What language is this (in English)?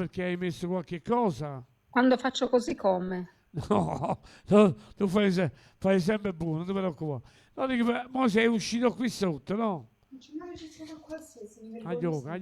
Neapolitan